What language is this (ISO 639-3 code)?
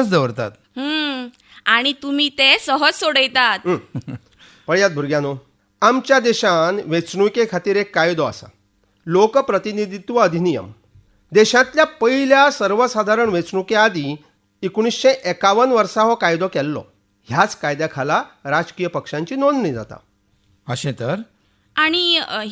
kok